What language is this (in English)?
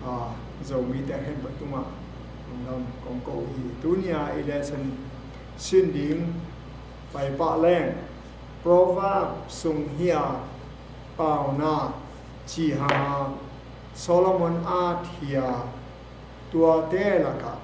Tedim Chin